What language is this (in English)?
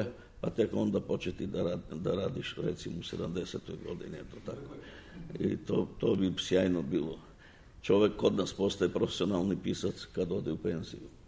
Serbian